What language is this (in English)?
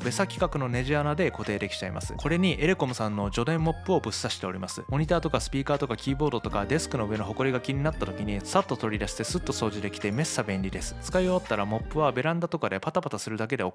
Japanese